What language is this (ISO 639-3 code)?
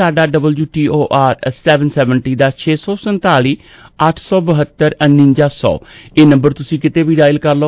pan